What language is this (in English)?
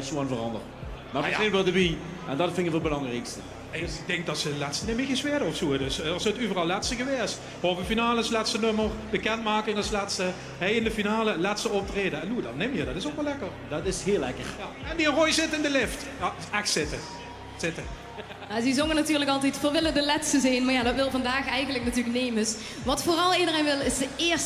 Limburgish